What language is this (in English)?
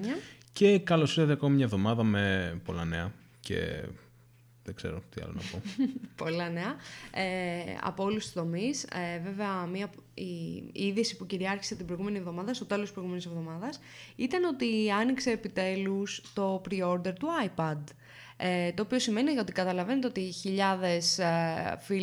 Greek